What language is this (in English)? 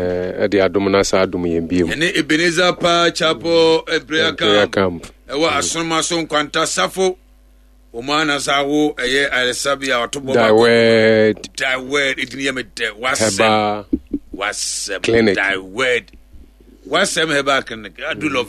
Akan